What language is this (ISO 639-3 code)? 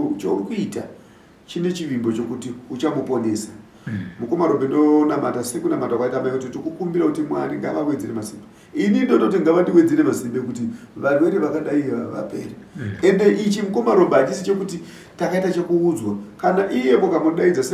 sna